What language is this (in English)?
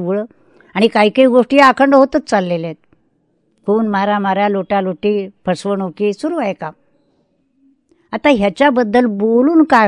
Marathi